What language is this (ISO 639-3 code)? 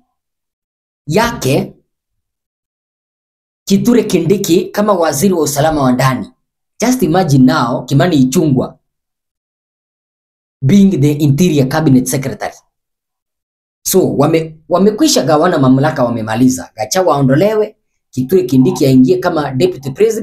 swa